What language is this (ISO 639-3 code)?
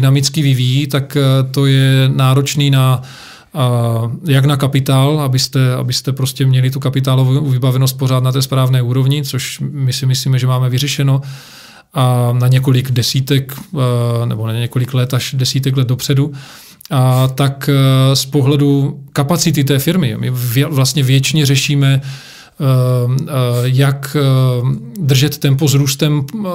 ces